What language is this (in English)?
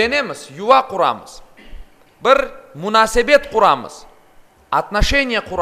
Crimean Tatar